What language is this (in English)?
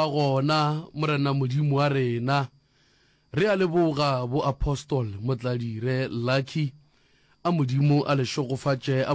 Northern Sotho